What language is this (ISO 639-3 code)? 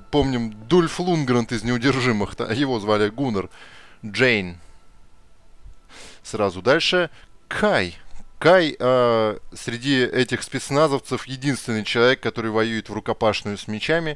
rus